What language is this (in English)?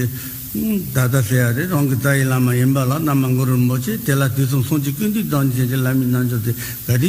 Tibetan